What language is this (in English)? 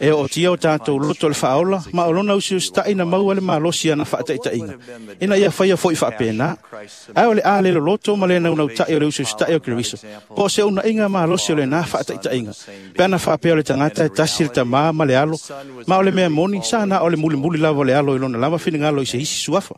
Samoan